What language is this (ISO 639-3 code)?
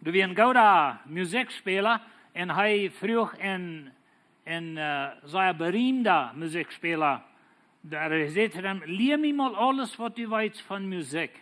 pdt